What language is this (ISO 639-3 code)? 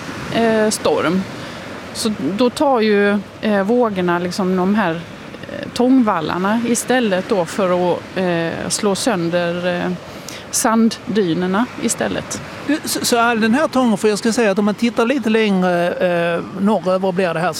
swe